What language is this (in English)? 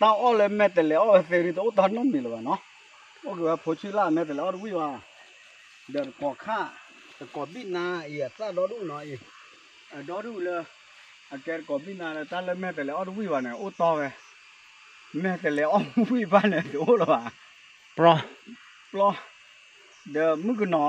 S'gaw Karen